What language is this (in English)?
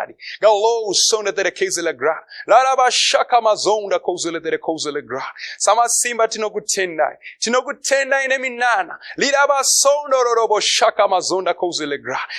Shona